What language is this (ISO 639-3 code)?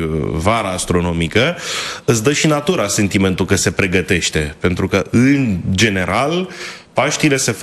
ron